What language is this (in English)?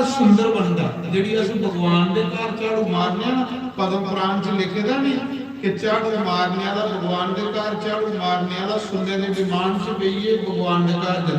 Dogri